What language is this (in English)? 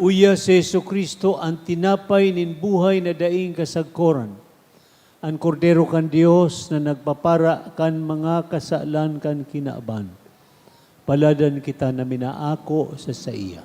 Bikol